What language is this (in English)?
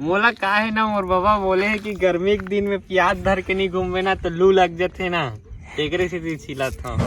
Chhattisgarhi